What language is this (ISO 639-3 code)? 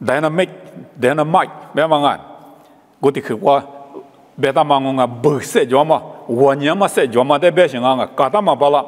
lis